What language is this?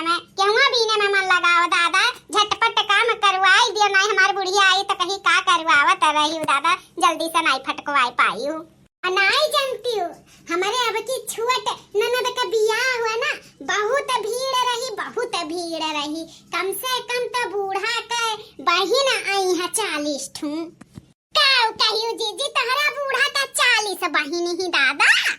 Bhojpuri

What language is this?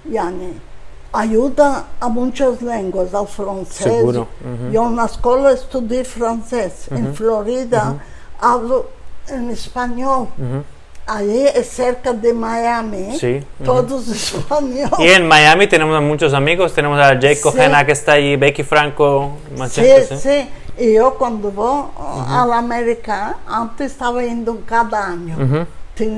Ladino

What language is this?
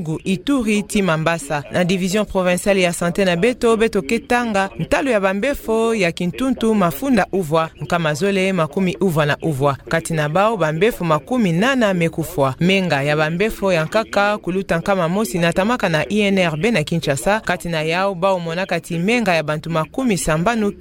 Kituba (Democratic Republic of Congo)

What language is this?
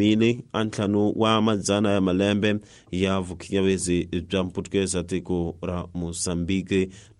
Tsonga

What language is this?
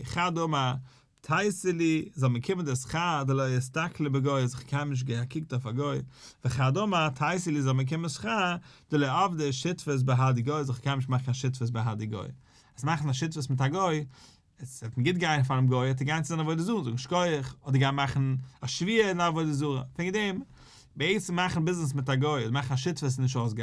Yiddish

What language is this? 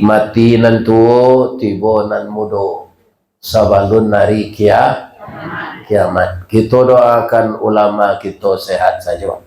Minangkabau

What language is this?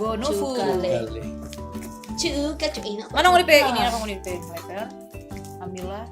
Manado Malay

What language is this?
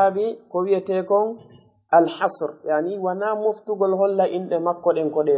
Fula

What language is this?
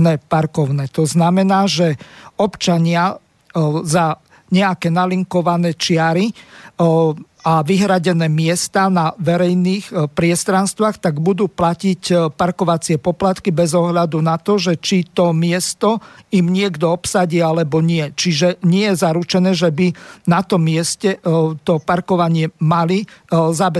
Slovak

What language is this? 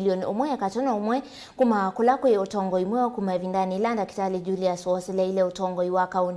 Kamba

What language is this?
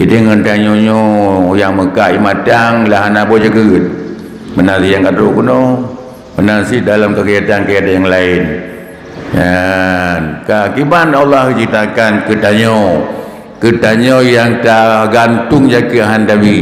Achinese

